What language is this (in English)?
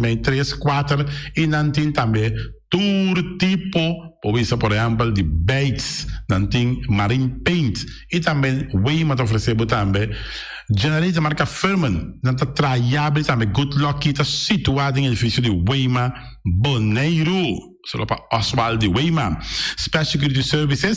Papiamento